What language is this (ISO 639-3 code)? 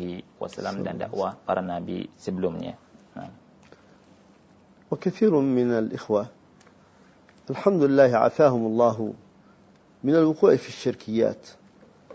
ind